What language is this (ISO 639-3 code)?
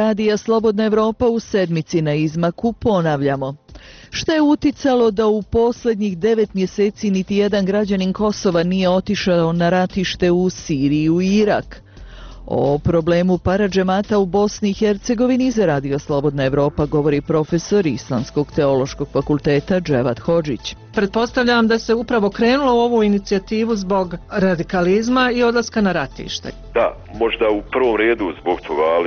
bos